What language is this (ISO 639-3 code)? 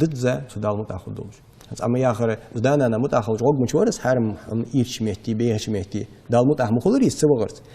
inh